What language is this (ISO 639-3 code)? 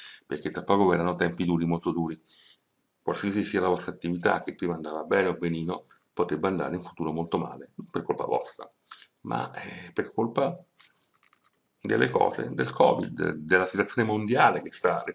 ita